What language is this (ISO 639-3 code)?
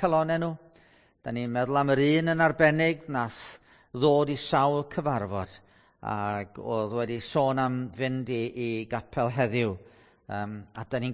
cym